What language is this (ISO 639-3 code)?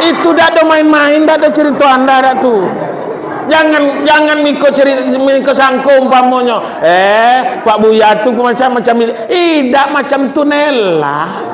min